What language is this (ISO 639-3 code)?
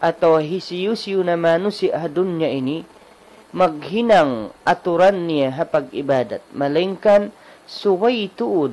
tsg